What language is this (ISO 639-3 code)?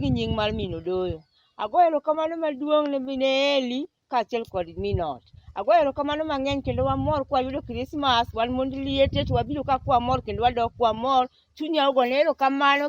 luo